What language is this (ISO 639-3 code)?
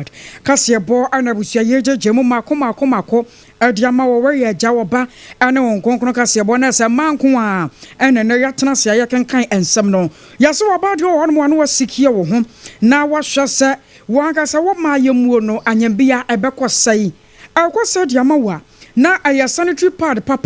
aka